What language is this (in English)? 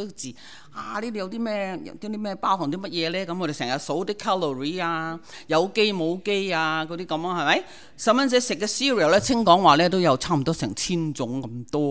Cantonese